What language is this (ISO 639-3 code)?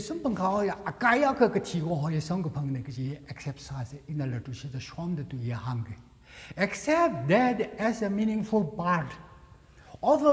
nmf